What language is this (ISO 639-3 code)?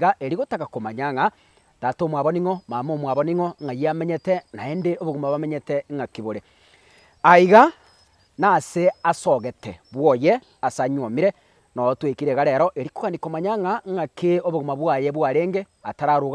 guz